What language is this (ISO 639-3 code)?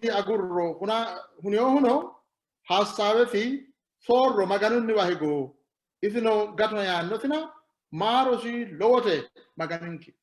sid